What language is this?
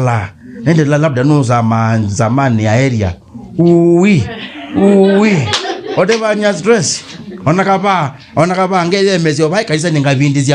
Kamba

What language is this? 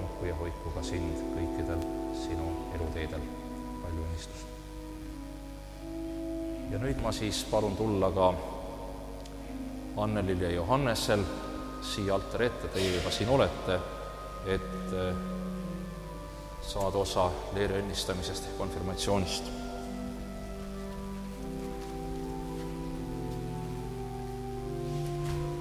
Estonian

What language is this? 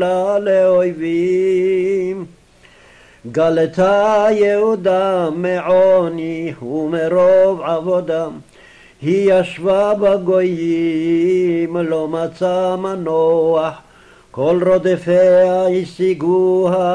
Hebrew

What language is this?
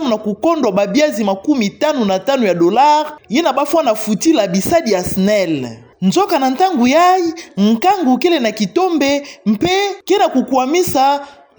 Kituba (Democratic Republic of Congo)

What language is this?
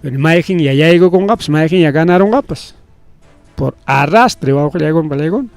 Ayacucho Quechua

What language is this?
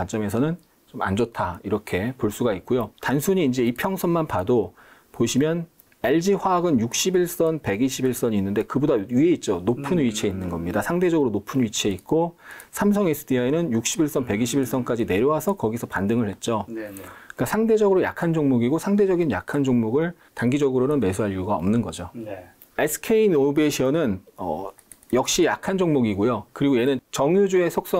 Korean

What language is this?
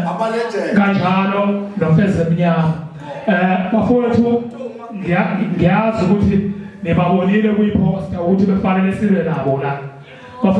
Zulu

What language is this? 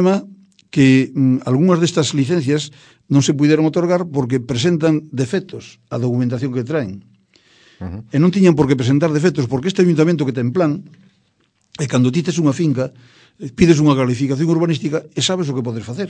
Galician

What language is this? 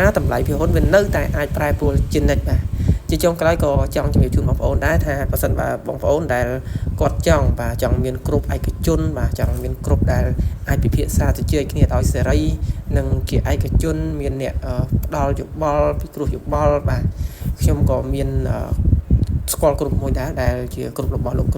Khmer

